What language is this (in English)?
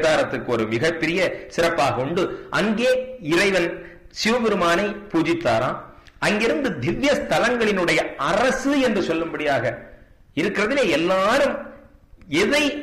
Tamil